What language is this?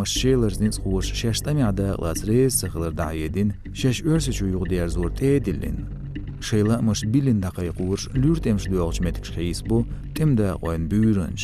Chechen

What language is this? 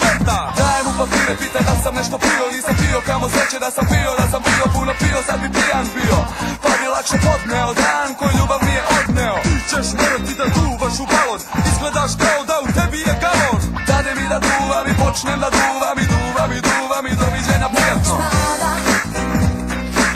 Serbian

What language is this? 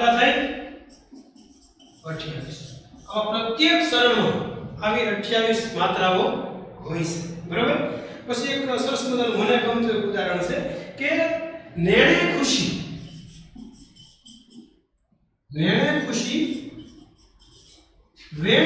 Gujarati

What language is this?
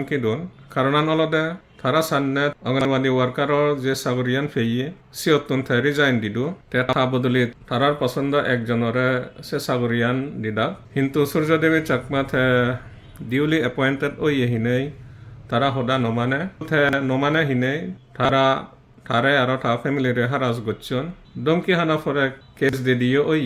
Chakma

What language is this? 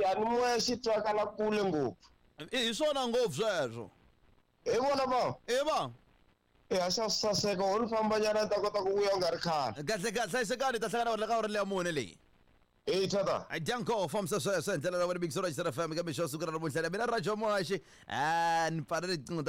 Tsonga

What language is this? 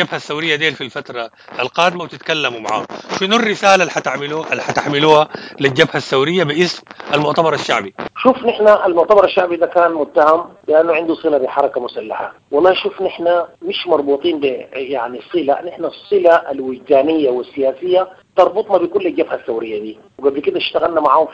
Sudanese Arabic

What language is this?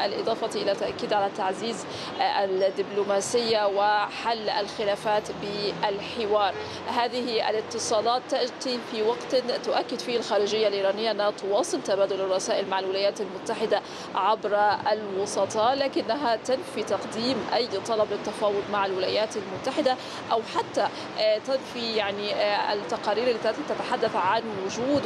Arabic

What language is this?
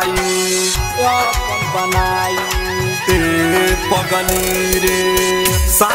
Bhojpuri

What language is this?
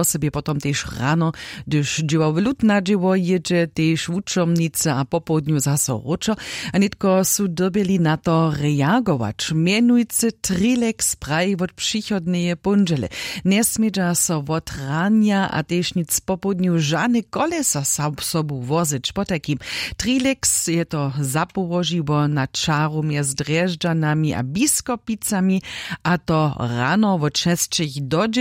Upper Sorbian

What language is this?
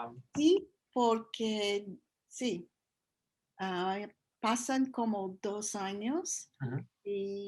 Ladino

